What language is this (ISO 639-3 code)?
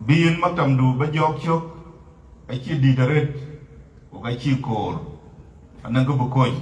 din